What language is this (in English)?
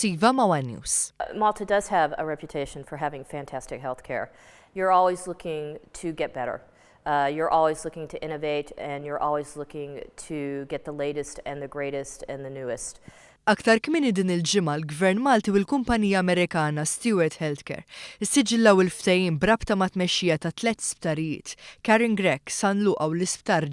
Maltese